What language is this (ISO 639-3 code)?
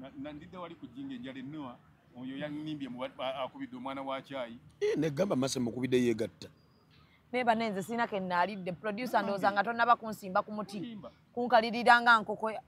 lug